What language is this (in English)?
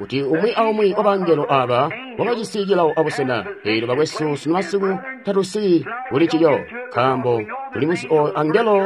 Tonga (Zambia)